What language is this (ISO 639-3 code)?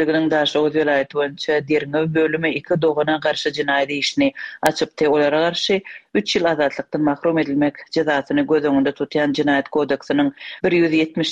tuk